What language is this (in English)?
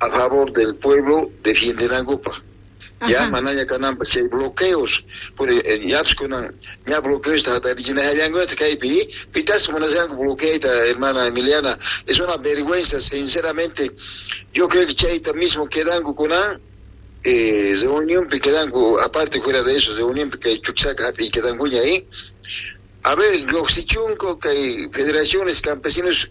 Quechua